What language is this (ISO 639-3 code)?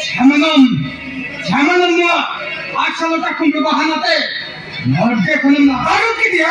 sat